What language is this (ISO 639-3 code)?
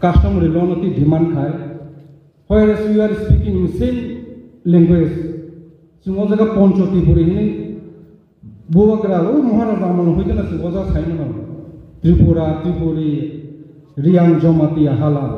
ria